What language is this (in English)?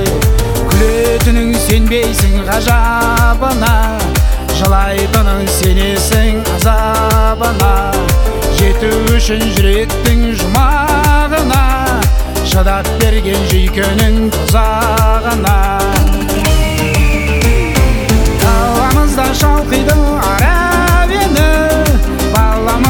Kazakh